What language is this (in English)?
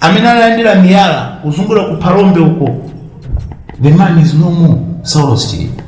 Nyanja